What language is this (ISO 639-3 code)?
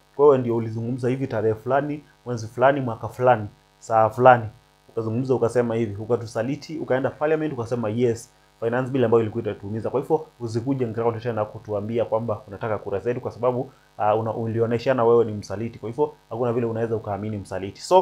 swa